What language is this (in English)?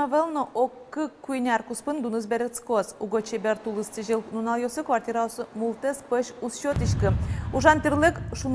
Udmurt